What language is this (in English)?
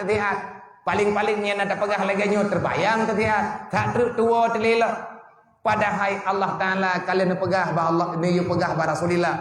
Achinese